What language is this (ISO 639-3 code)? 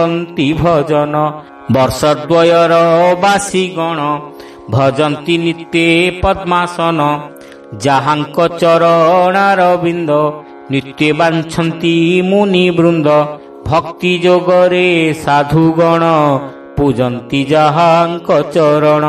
ori